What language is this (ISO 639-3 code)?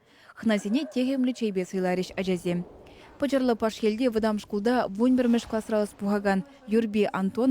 chv